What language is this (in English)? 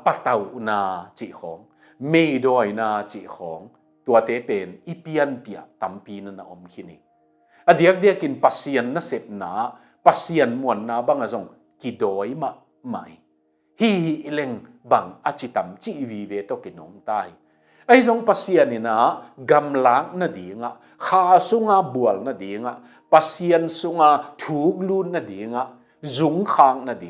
Tedim Chin